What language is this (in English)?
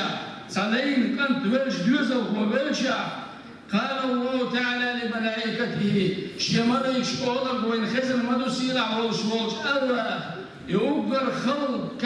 Chechen